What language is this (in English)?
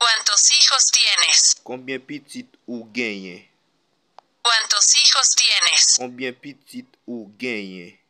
Haitian Creole